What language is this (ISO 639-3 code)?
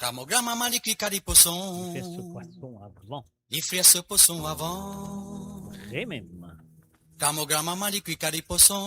mfe